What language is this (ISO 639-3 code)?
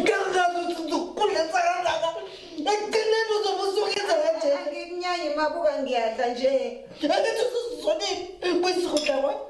zul